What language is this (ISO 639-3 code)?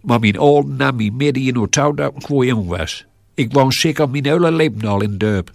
gos